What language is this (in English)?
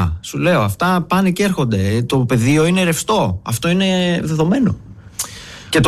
Greek